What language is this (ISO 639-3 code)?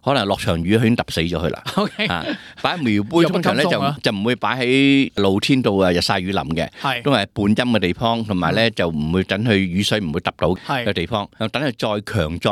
yue